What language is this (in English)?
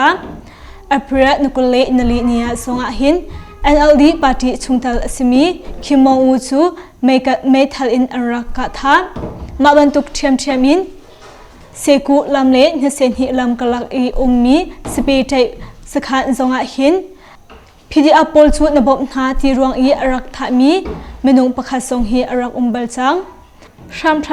Hakha Chin